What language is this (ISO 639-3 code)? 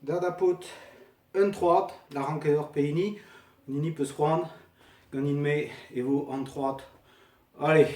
bre